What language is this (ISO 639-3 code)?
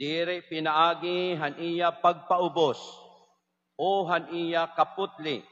war